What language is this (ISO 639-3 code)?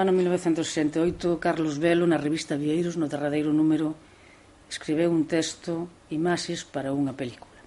glg